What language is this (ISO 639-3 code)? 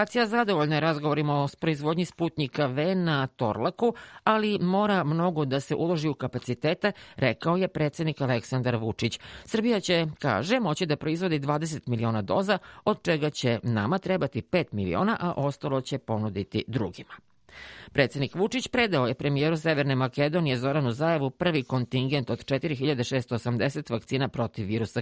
srp